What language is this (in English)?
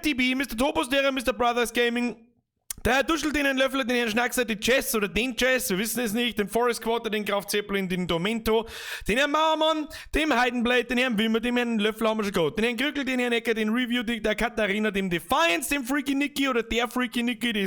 Bavarian